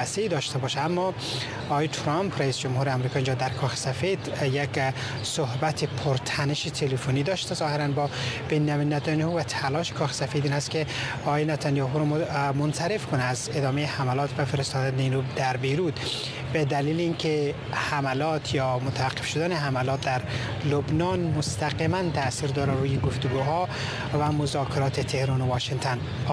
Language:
Persian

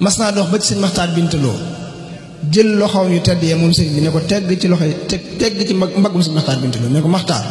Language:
Wolof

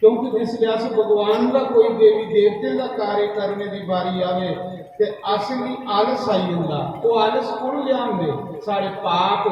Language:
Dogri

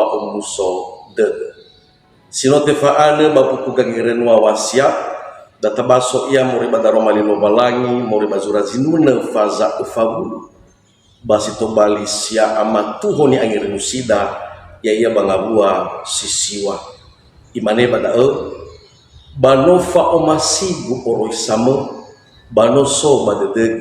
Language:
Nias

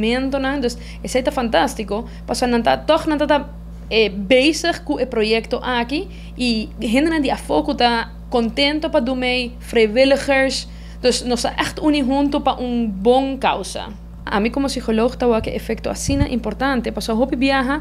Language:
Papiamento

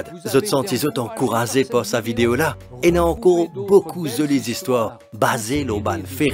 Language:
Morisyen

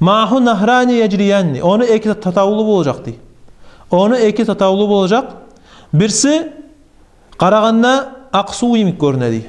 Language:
Kumyk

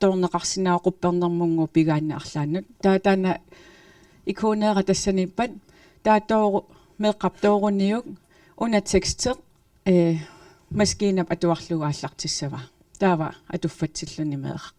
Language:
Kalaallisut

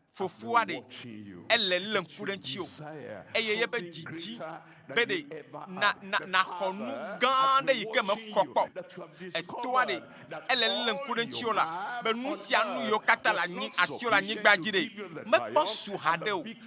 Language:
Ewe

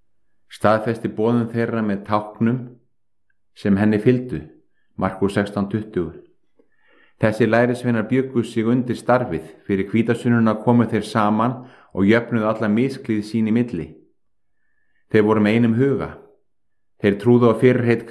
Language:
Icelandic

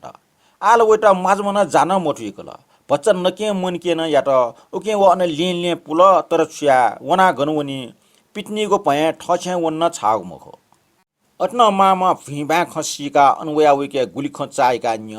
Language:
Newari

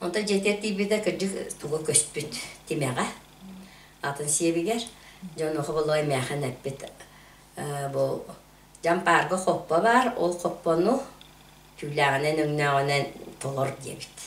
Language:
Yakut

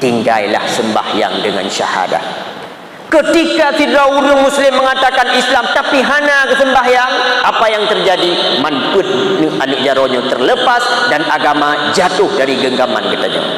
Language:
Achinese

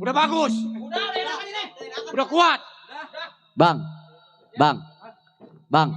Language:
Betawi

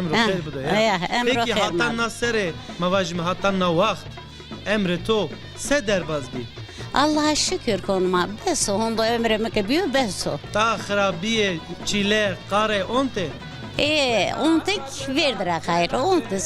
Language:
Zaza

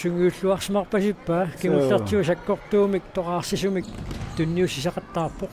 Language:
Kalaallisut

